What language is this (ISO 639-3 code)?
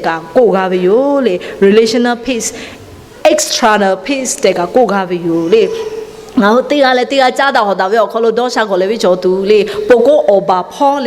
lhu